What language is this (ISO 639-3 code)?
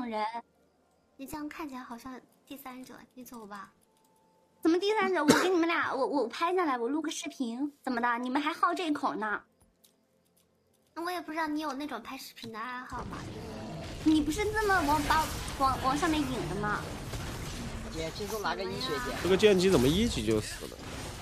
zho